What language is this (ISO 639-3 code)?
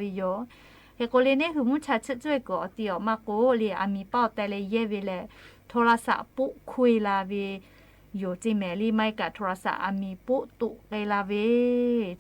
lhu